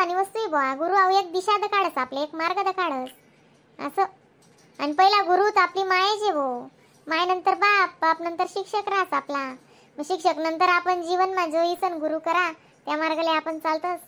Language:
Khandesi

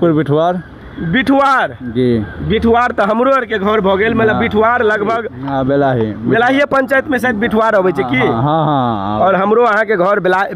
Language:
Maithili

